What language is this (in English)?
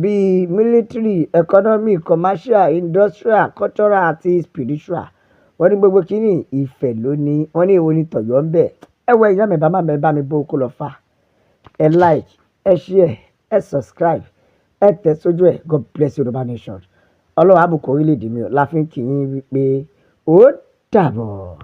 Yoruba